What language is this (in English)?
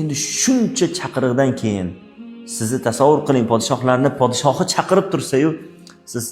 Uzbek